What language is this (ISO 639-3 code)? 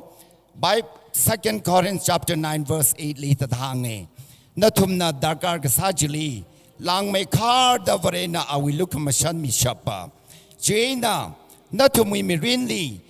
nmf